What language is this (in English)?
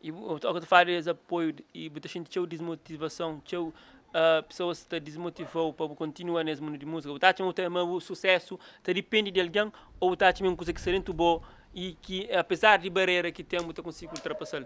Kabuverdianu